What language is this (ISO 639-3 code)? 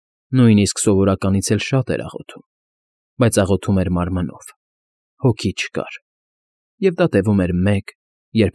hye